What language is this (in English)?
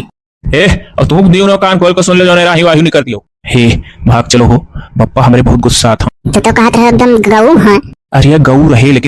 Awadhi